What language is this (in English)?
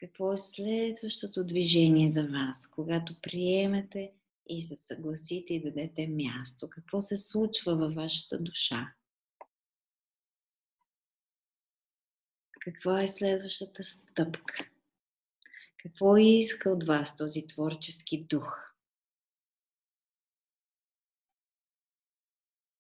Bulgarian